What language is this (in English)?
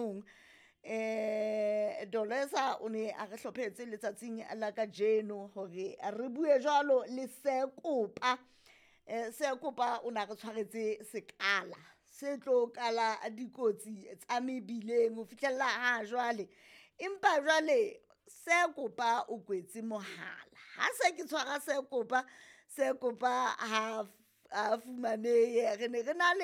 Southern Sotho